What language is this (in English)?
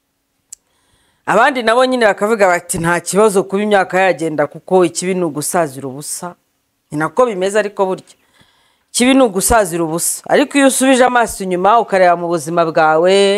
Kinyarwanda